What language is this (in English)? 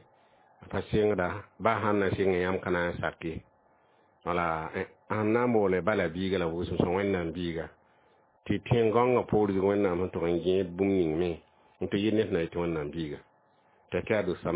Mossi